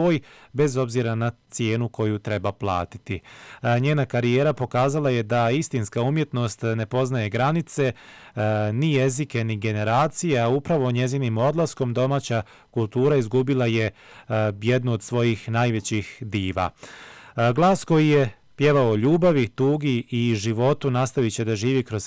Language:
Bosnian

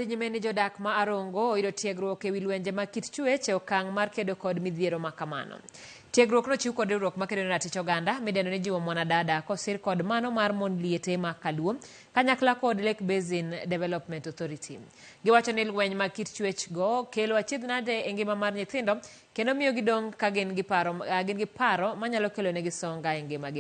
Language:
Luo (Kenya and Tanzania)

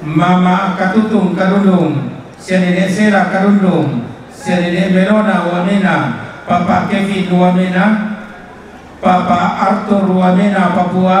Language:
Toraja-Sa'dan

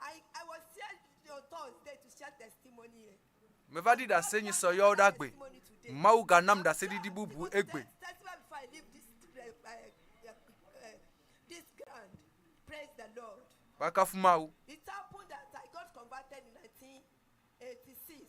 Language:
Ewe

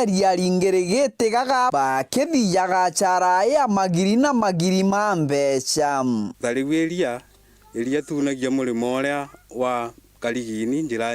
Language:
Meru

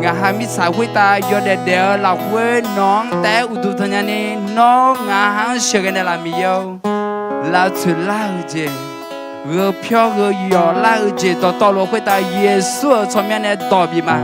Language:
Akha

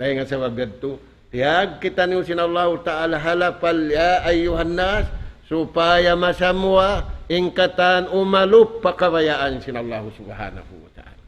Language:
Tausug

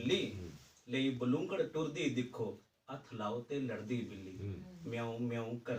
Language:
Dogri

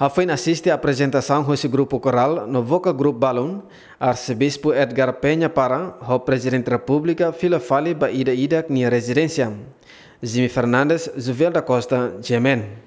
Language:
Tetum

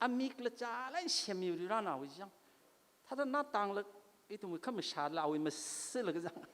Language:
Tangkhul Naga (India)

